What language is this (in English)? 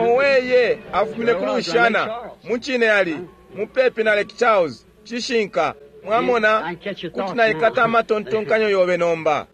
Bemba